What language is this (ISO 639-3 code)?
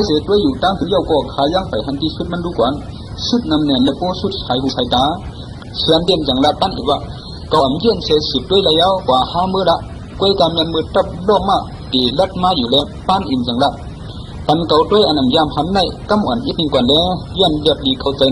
shn